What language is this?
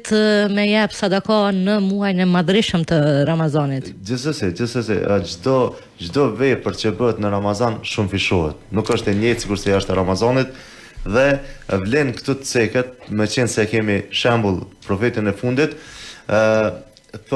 Albanian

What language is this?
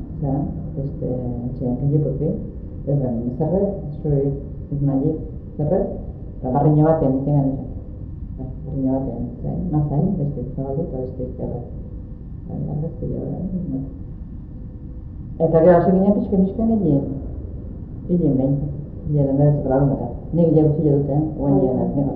Basque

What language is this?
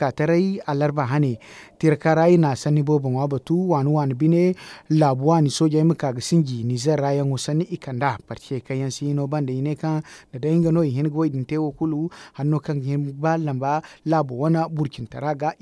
Zarma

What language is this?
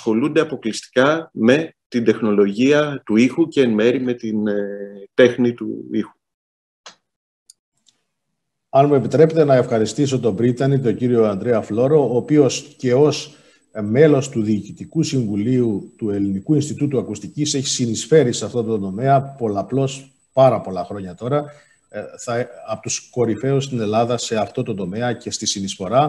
Greek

